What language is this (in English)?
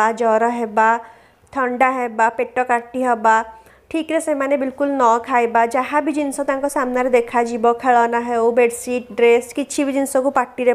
Odia